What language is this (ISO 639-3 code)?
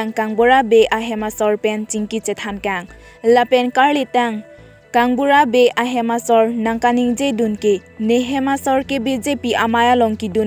mjw